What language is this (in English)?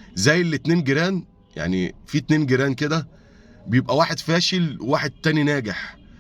Egyptian Arabic